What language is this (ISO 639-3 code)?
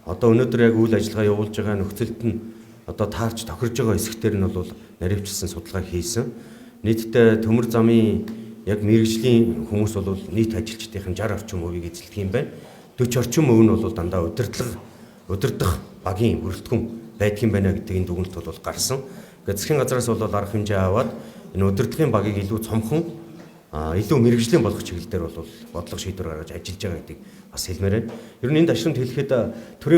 mon